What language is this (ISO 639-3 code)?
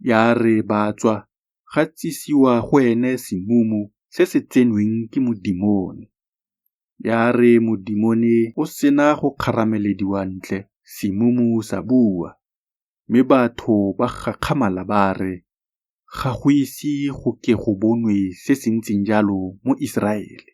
tsn